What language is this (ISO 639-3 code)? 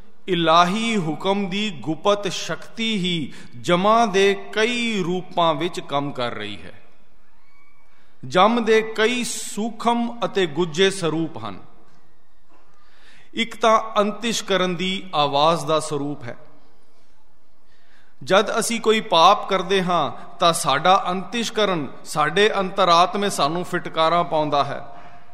pan